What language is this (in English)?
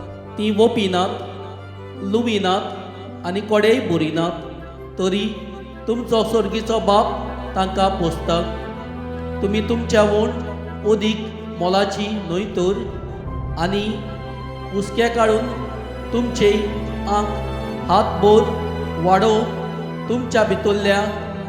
Konkani